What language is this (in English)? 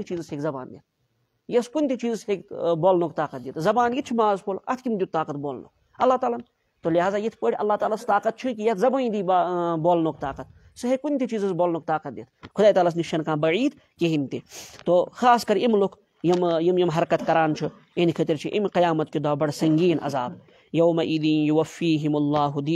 Kashmiri